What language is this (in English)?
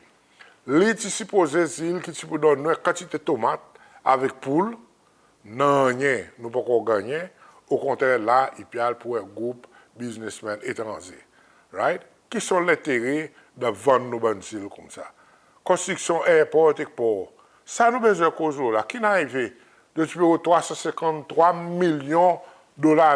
Seselwa Creole French